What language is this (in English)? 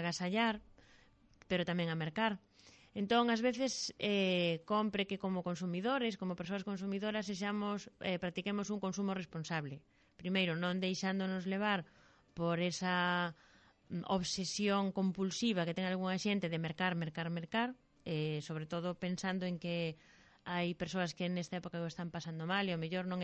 Galician